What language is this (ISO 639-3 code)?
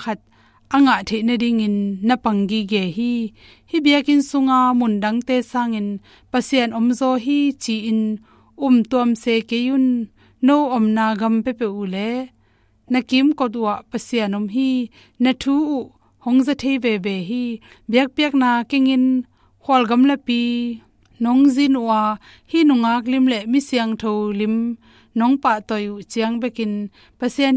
ctd